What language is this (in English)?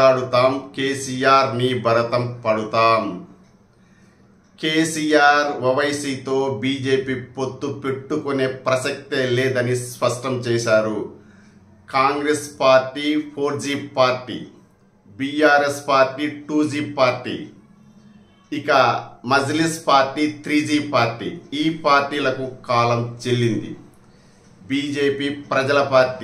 Telugu